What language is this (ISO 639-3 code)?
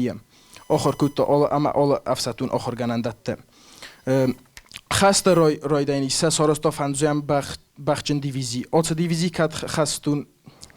oss